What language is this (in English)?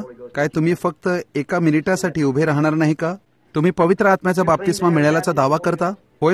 Marathi